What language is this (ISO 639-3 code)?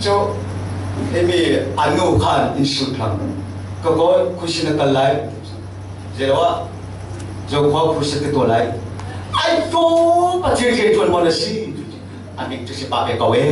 cfm